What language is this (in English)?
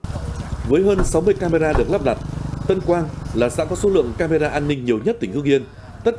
Vietnamese